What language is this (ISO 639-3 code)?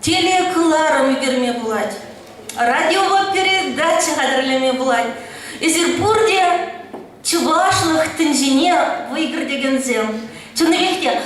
chv